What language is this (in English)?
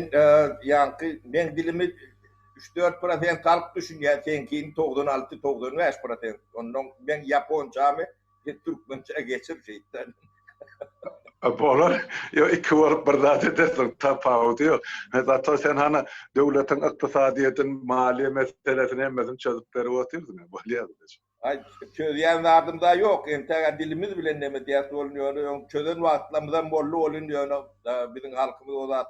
Turkmen